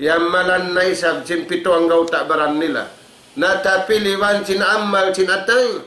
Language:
Tausug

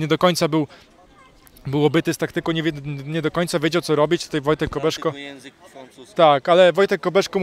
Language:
Polish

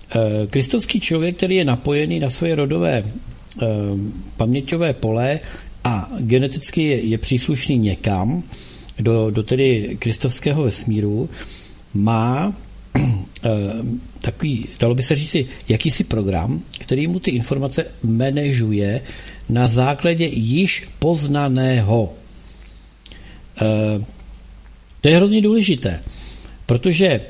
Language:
Czech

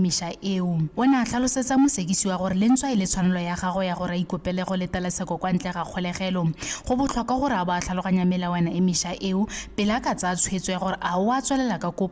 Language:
Tswana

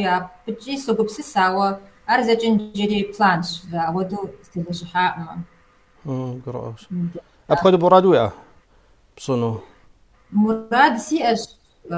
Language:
Kabardian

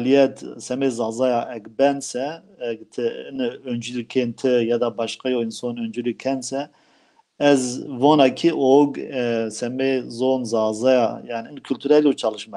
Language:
Zaza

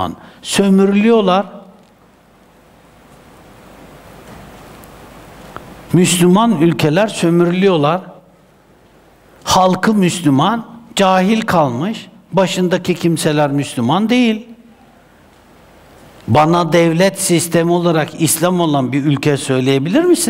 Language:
Turkish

